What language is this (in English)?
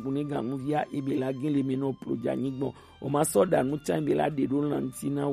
Gen